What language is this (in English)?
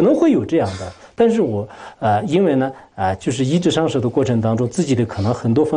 Chinese